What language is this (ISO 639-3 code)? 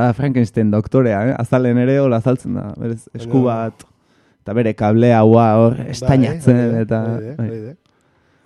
eus